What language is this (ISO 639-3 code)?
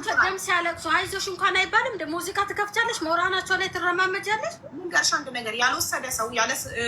amh